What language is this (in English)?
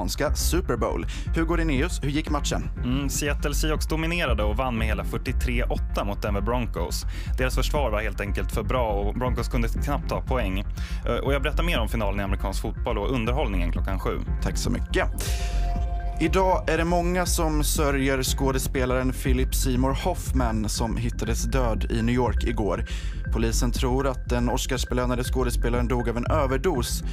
Swedish